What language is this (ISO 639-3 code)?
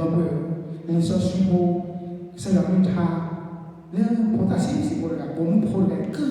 ksw